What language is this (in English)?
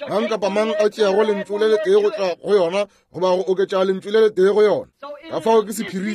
Northern Sotho